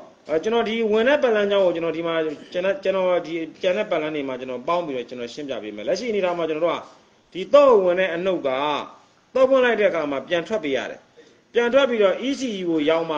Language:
Burmese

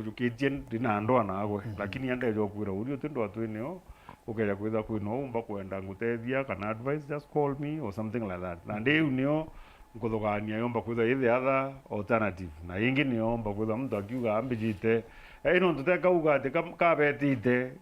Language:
Meru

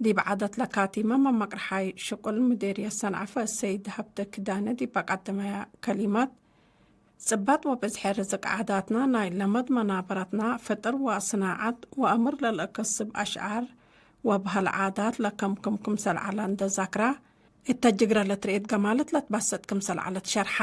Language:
Tigre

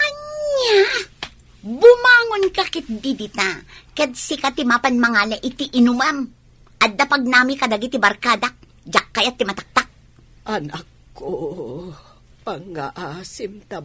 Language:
Iloko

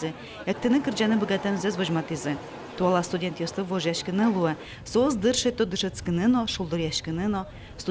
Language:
Udmurt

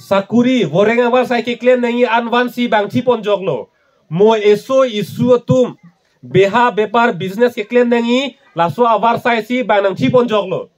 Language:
Karbi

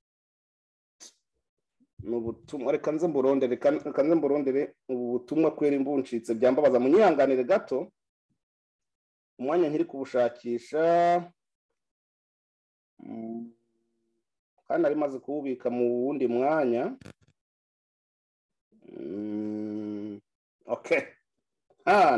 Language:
Kinyarwanda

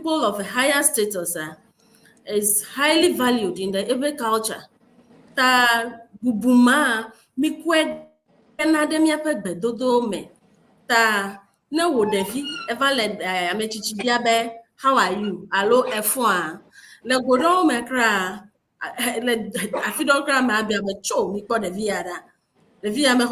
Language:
Ewe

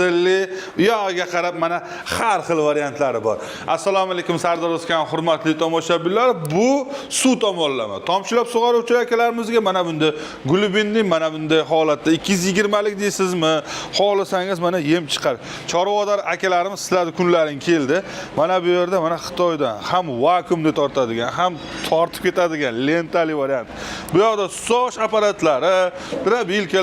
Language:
Uzbek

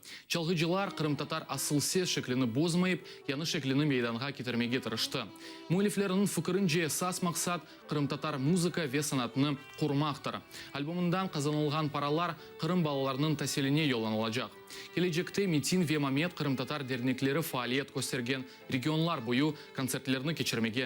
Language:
Crimean Tatar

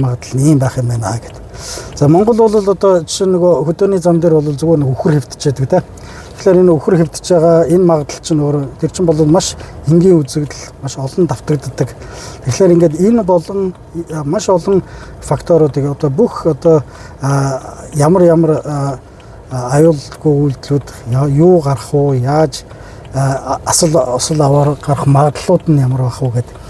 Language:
Mongolian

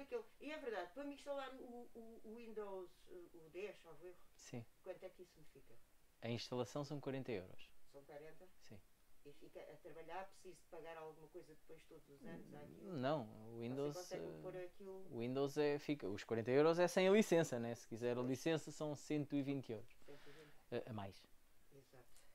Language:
Portuguese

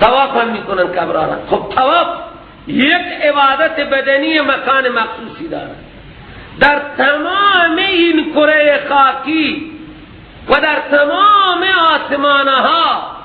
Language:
Persian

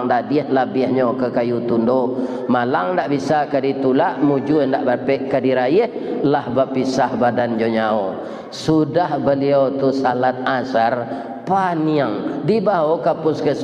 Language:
Minangkabau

